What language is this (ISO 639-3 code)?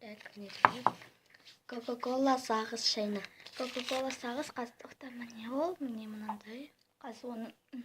kaz